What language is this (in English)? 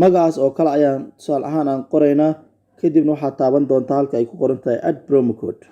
Somali